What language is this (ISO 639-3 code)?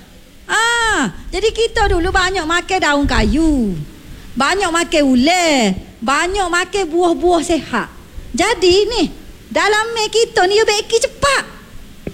msa